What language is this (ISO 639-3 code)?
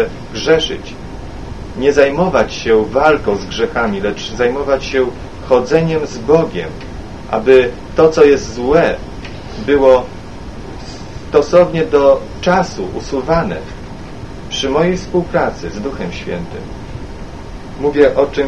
pol